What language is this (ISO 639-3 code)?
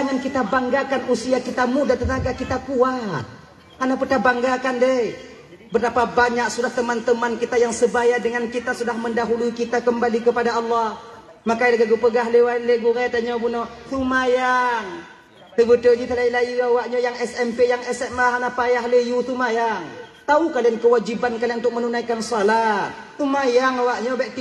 ace